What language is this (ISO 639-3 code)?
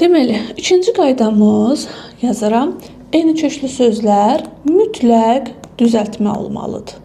aze